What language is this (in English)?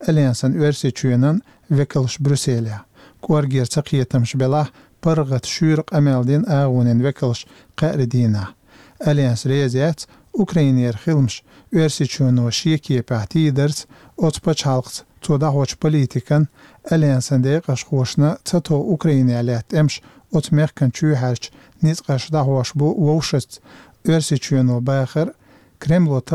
Chechen